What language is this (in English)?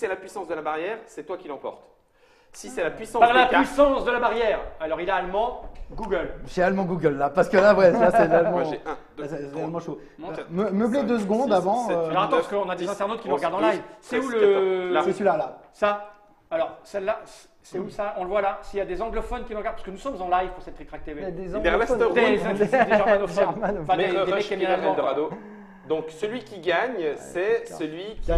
French